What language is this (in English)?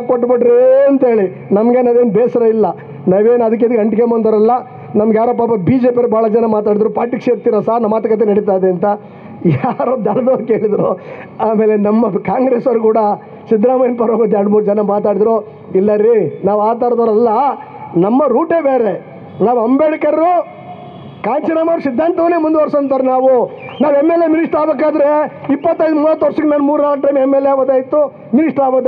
Kannada